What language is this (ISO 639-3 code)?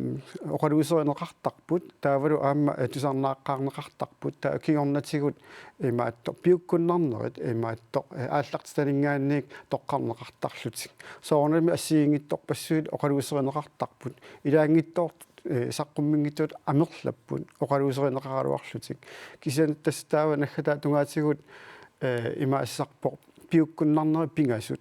kal